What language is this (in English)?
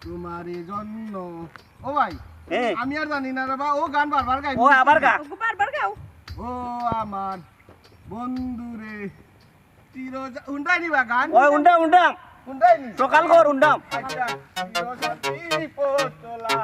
Sylheti